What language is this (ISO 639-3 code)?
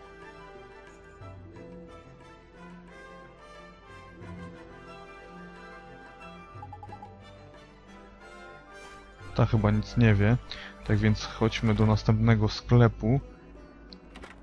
pol